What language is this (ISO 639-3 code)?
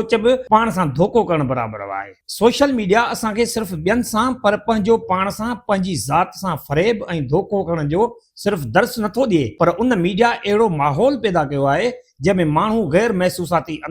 snd